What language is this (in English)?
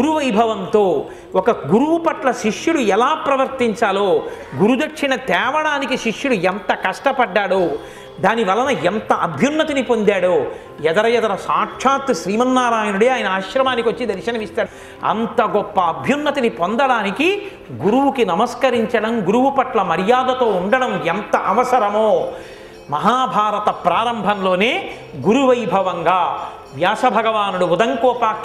Telugu